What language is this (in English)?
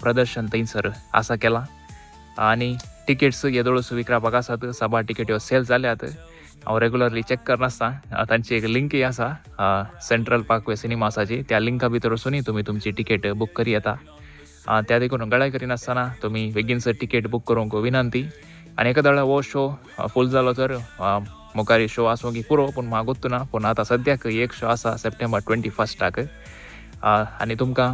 Konkani